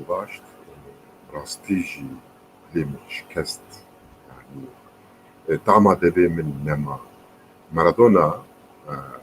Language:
Kurdish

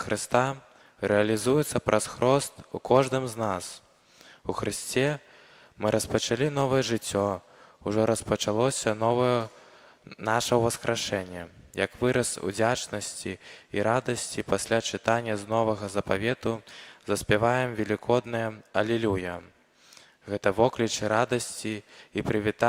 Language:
Belarusian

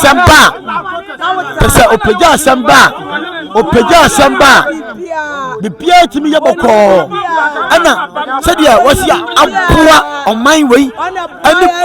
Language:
Akan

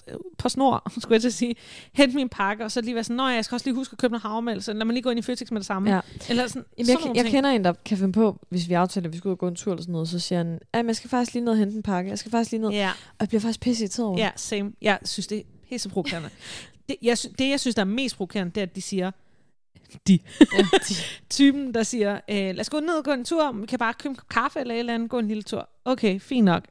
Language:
Danish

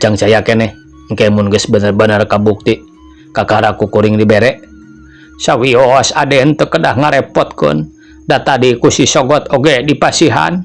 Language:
Sundanese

